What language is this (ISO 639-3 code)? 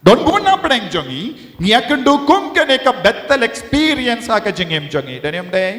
kha